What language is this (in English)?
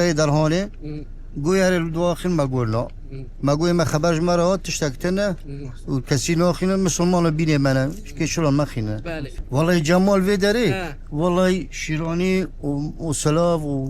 Kurdish